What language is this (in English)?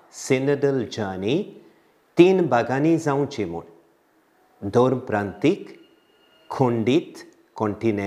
Konkani